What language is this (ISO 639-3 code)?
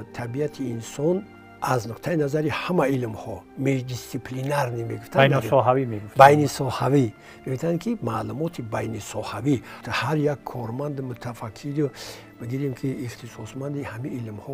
tgk